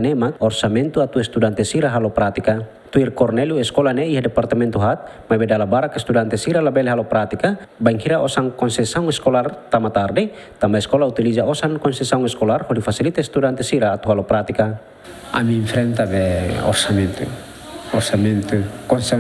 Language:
Tetum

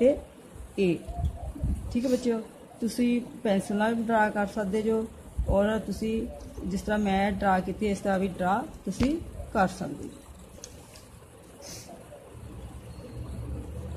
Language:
Punjabi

